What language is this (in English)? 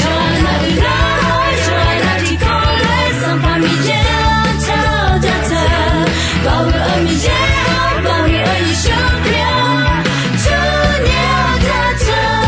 Akha